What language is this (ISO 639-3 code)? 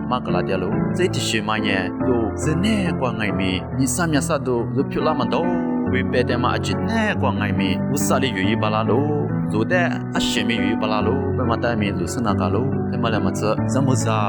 lis